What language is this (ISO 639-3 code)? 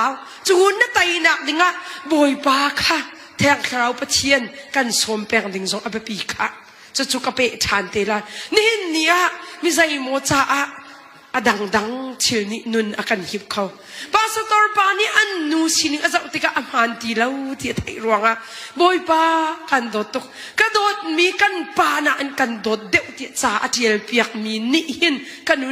cnh